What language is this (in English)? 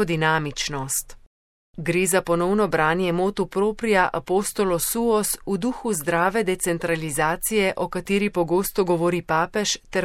Slovenian